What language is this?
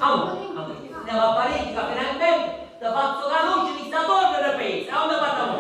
Sicilian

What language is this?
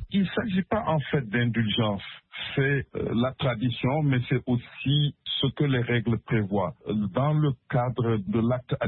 French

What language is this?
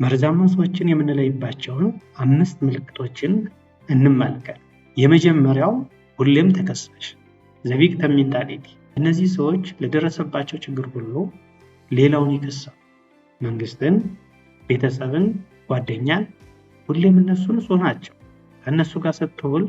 Amharic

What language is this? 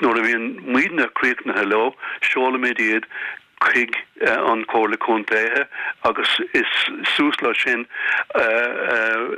Irish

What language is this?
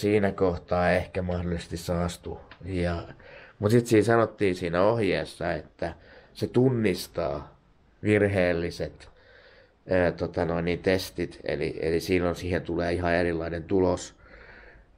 Finnish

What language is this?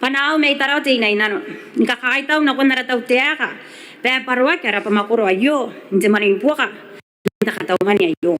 Gilbertese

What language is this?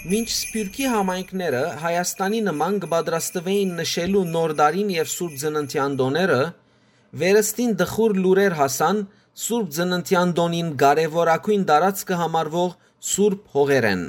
Western Armenian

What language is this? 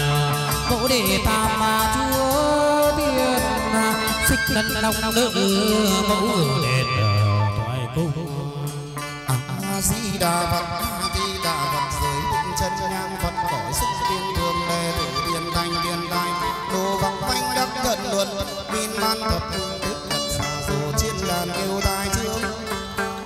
Vietnamese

